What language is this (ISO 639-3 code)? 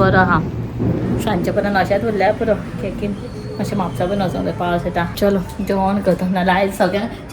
kok